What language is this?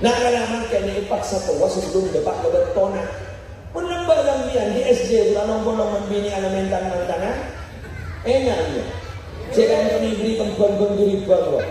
Madurese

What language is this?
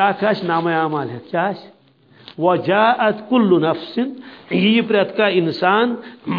Kashmiri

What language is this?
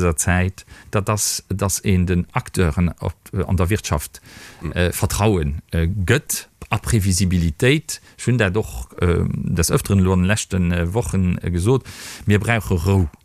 Luxembourgish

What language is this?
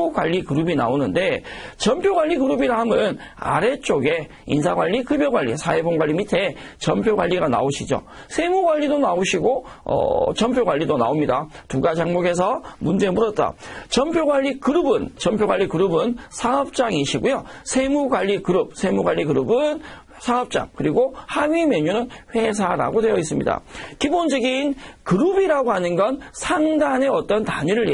Korean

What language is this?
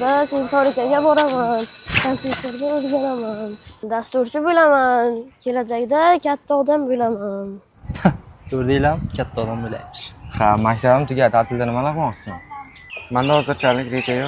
Uzbek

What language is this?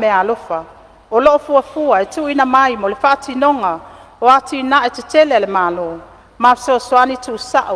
Samoan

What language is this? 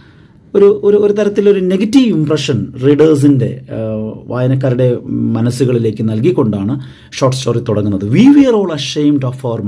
Malayalam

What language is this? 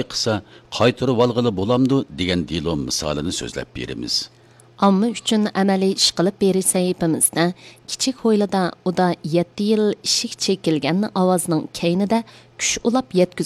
Uyghur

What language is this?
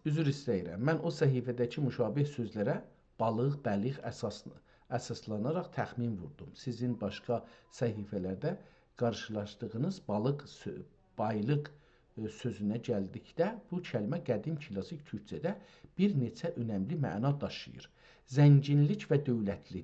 South Azerbaijani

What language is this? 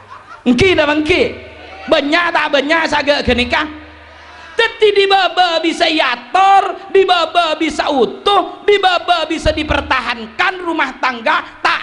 Madurese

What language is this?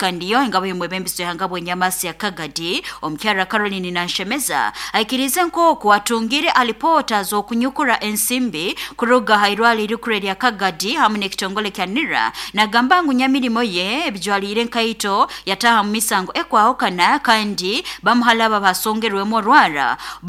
Nyoro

